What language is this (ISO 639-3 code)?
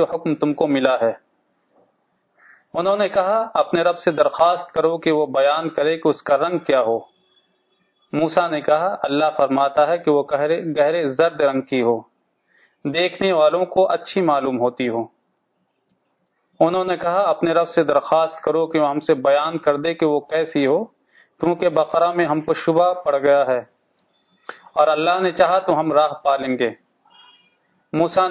urd